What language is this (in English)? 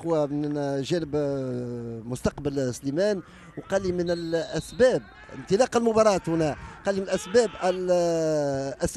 Tunisian Arabic